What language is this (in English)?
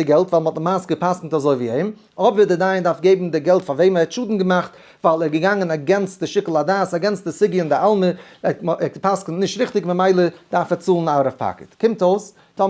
Yiddish